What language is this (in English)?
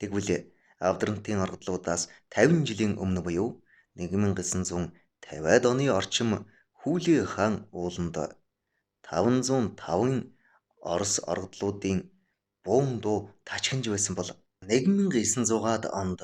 Mongolian